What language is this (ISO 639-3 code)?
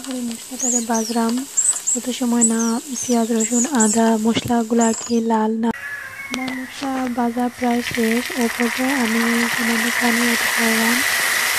syl